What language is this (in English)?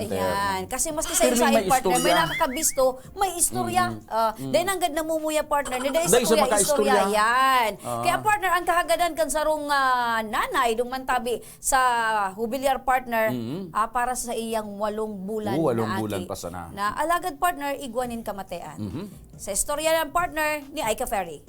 Bikol